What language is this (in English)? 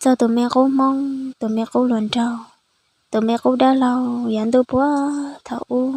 Hmong